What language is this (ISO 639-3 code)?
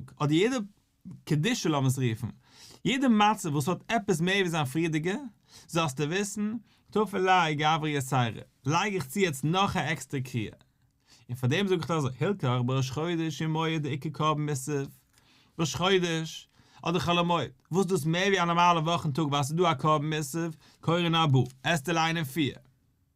yid